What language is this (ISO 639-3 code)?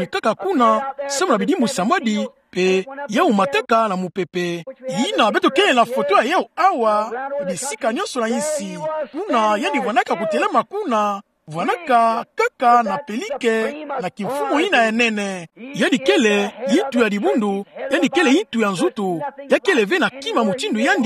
ktu